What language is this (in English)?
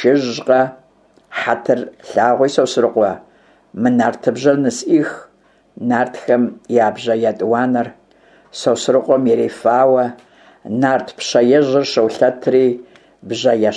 Kabardian